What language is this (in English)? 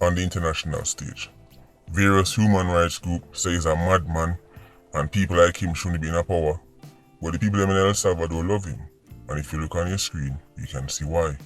Jamaican Creole English